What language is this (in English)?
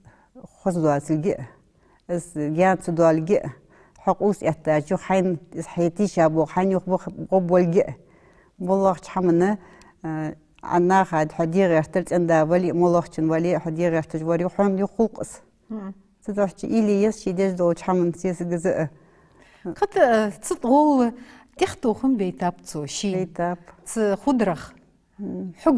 Ingush